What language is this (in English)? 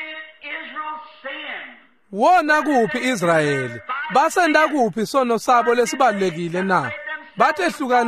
Swati